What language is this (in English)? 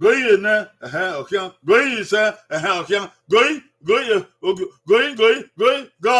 Bini